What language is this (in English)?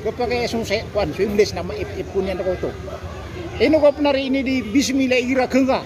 Maranao